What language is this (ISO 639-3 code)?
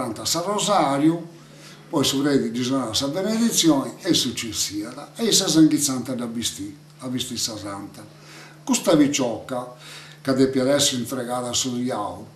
srd